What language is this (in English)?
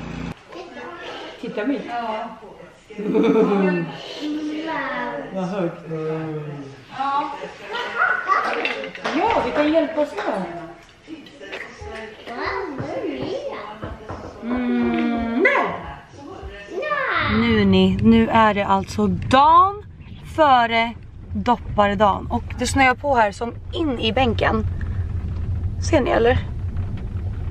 Swedish